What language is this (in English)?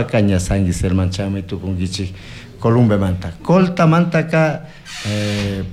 Chimborazo Highland Quichua